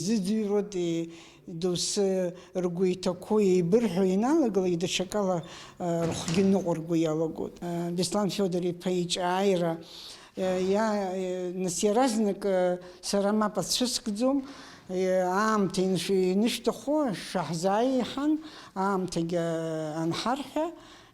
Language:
Abkhazian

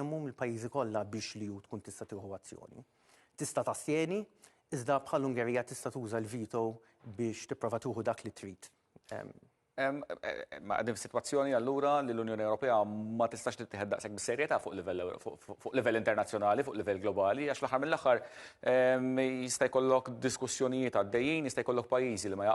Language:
Maltese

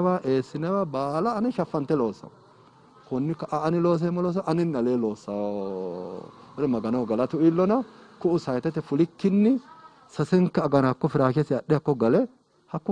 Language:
Sidamo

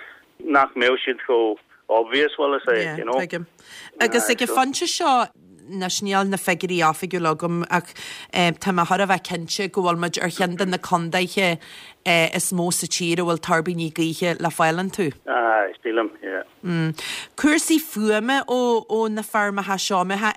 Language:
Irish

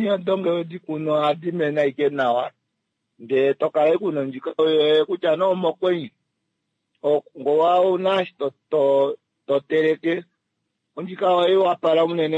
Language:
Kuanyama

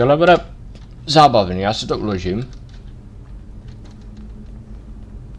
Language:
Czech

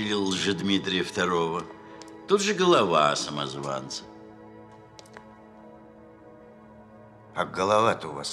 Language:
Russian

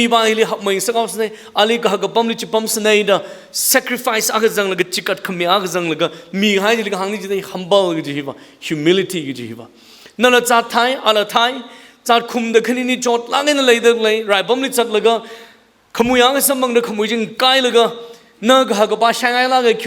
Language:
Tangkhul Naga (India)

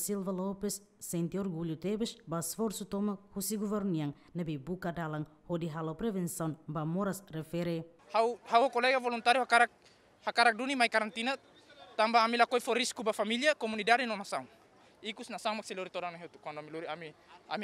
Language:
Tetum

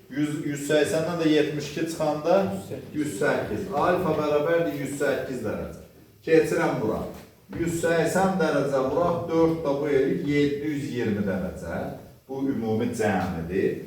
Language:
Azerbaijani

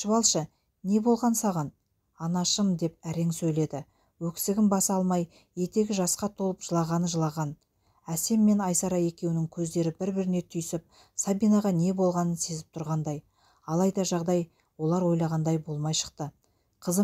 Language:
Kazakh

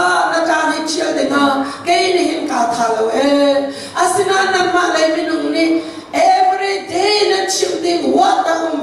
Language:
Hakha Chin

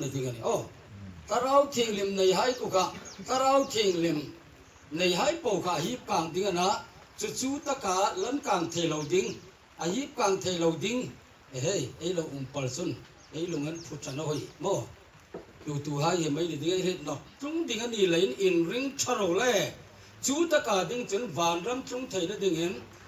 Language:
Hmar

